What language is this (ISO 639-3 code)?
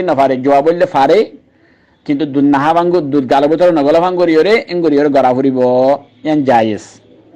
rhg